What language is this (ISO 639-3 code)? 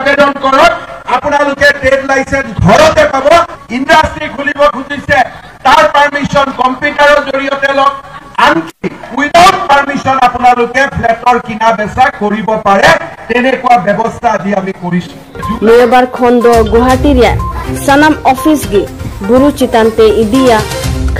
sat